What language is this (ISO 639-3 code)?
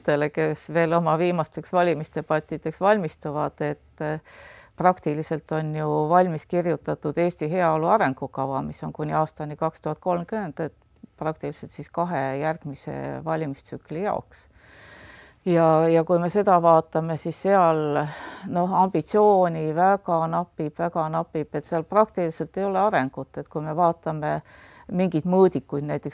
est